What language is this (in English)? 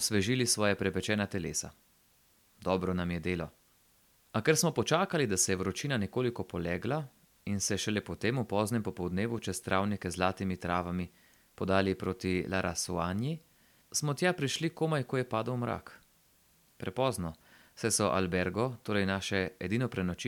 Slovenian